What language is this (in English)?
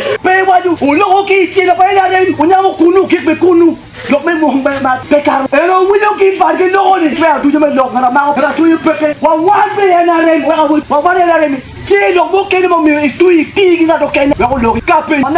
Acoli